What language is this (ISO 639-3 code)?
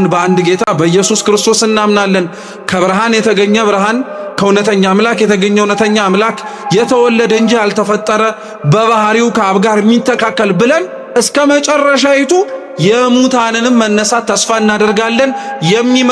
amh